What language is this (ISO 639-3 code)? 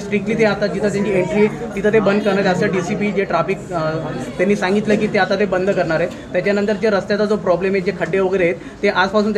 mar